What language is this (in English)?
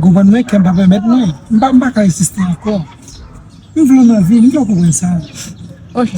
Haitian Creole